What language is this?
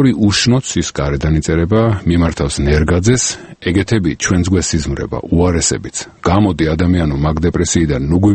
Georgian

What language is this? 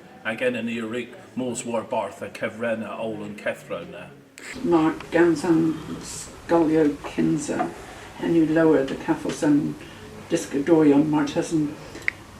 Cornish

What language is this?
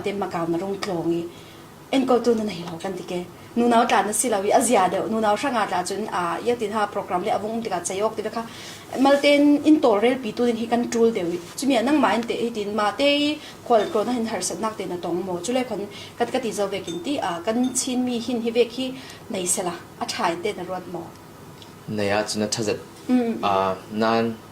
Falam Chin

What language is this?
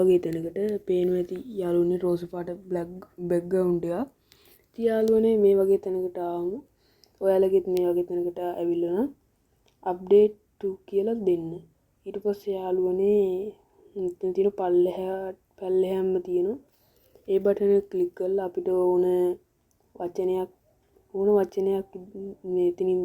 Sinhala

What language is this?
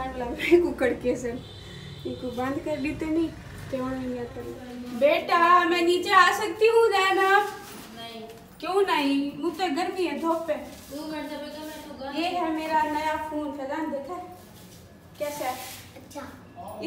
Saraiki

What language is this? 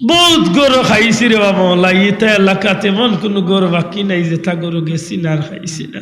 Sylheti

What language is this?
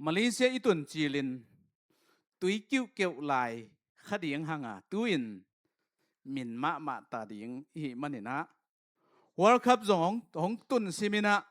Tedim Chin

